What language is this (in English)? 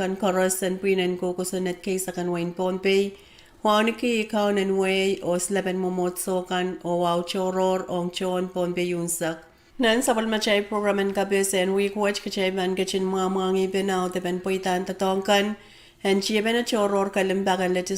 Pohnpeian